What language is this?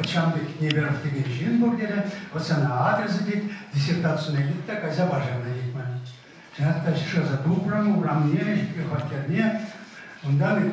Chuvash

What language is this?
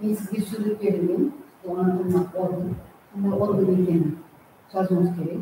Kara-Kalpak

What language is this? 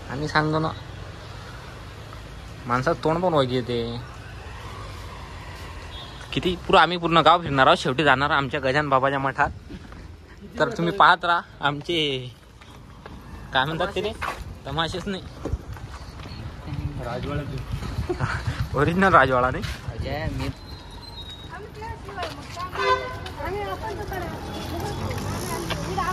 Marathi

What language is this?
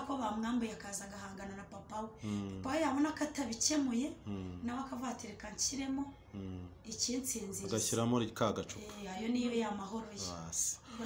Kinyarwanda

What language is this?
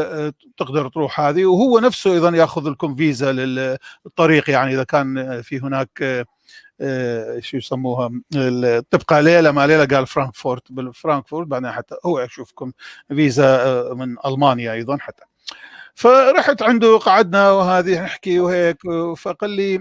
North Levantine Arabic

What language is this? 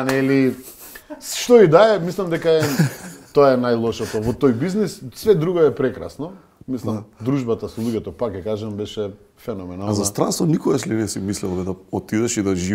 Macedonian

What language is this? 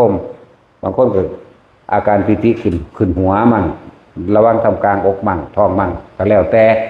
Northeastern Thai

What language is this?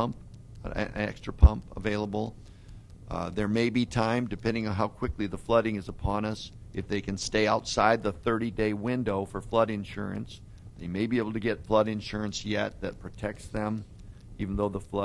English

